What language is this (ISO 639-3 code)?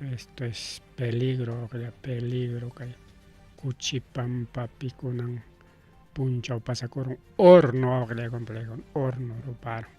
quy